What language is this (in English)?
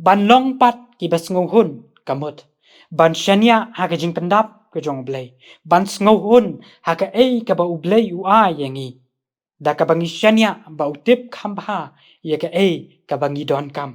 Khasi